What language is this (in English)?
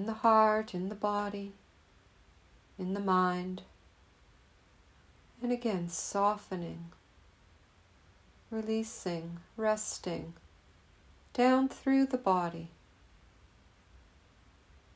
English